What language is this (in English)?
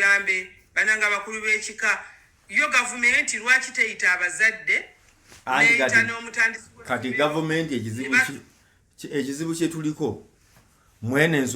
Ganda